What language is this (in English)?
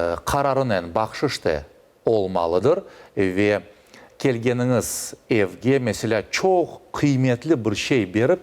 Crimean Tatar